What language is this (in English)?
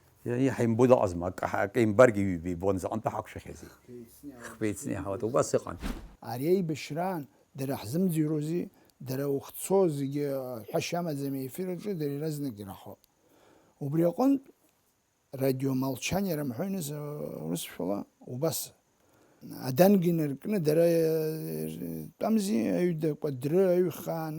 Abkhazian